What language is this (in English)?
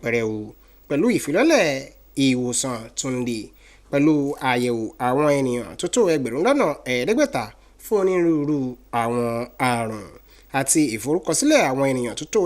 Yoruba